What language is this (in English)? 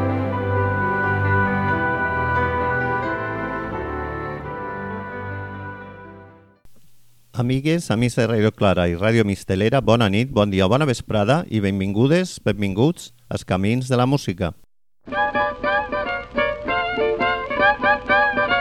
Catalan